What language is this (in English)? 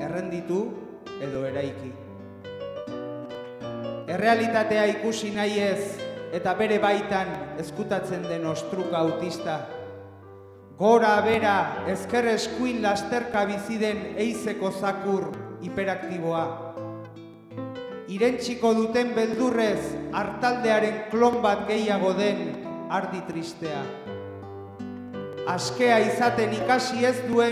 Basque